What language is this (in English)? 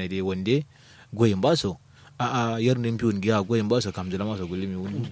Kanuri